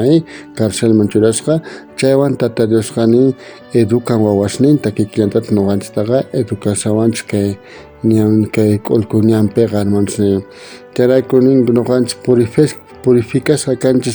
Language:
South Bolivian Quechua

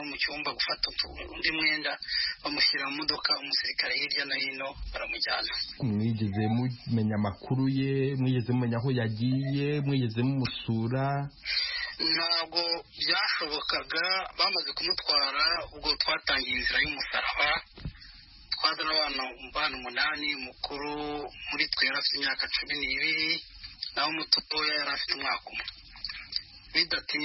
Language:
Kinyarwanda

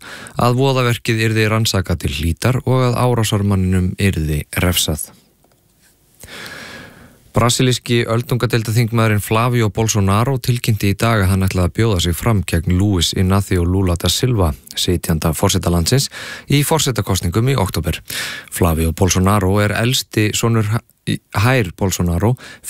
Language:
Icelandic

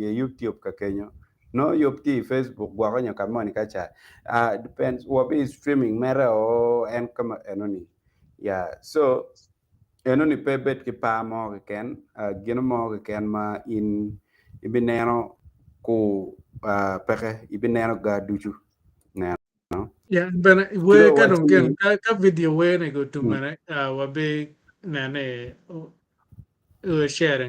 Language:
Acoli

